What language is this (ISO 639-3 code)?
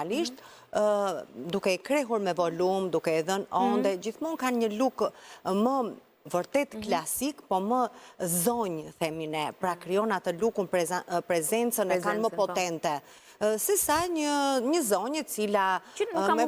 sqi